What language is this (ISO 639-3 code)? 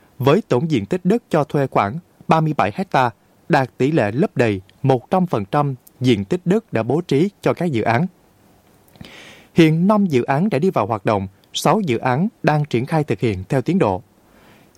vie